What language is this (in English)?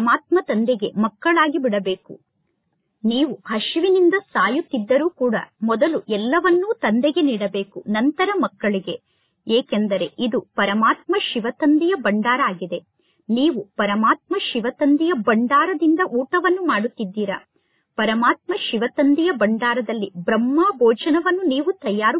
Kannada